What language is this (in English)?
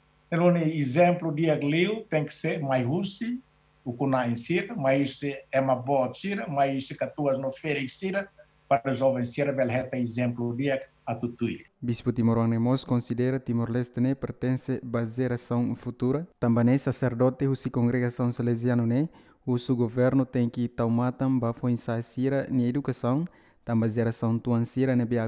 Tetum